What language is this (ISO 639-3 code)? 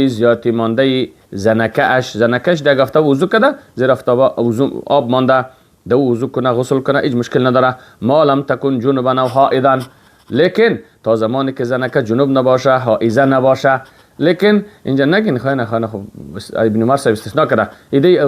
fas